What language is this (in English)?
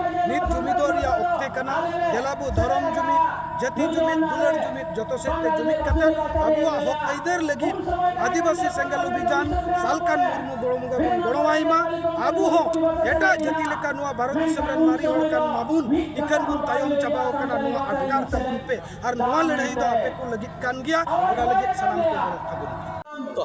Santali